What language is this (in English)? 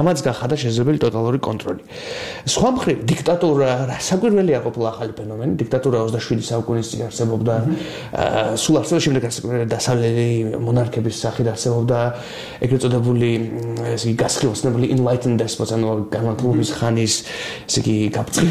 Georgian